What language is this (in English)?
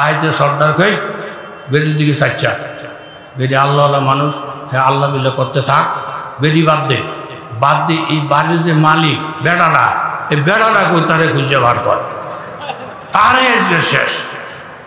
Bangla